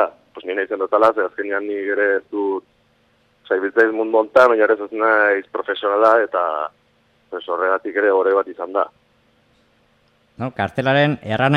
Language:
Basque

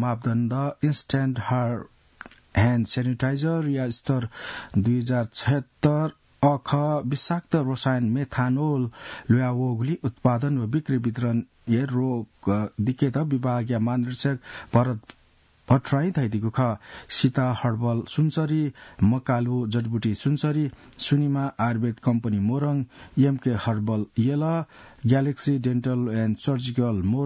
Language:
Newari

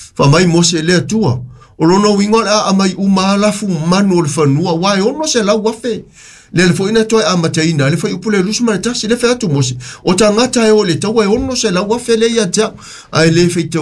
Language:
Samoan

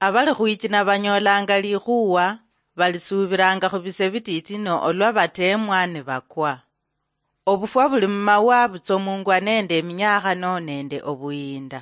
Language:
Luyia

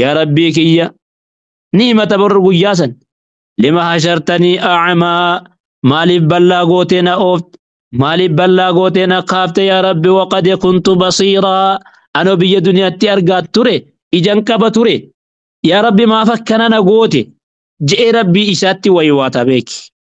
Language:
Oromo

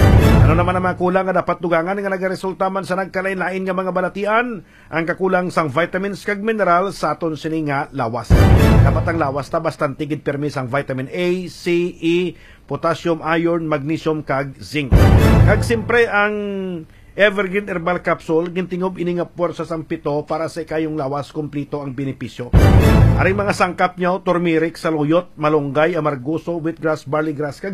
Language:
Hiligaynon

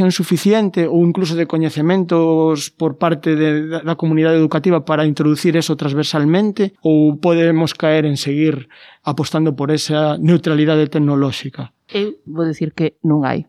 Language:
Galician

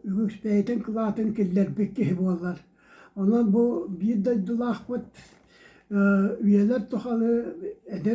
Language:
Yakut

